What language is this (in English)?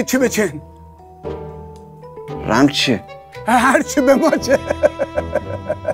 Persian